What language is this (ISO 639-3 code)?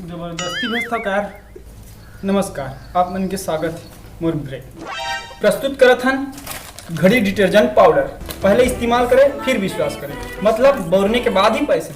hne